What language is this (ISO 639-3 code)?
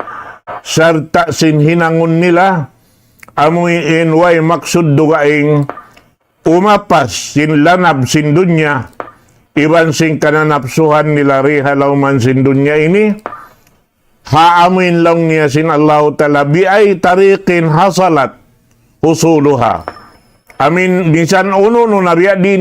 tsg